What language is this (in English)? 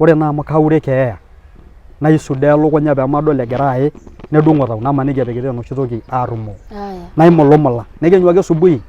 Masai